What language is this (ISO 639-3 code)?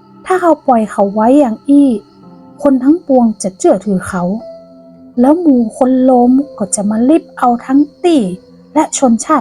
nod